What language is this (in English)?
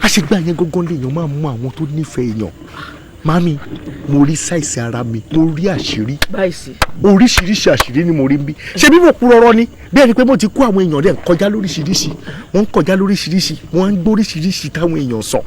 Yoruba